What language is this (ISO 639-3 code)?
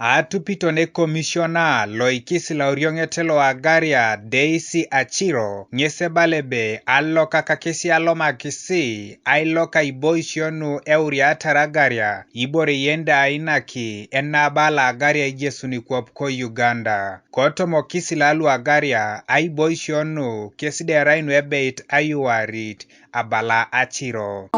teo